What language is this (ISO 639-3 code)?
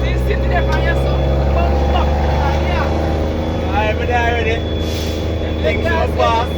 jam